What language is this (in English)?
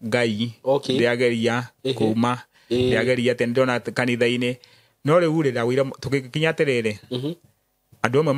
Kikuyu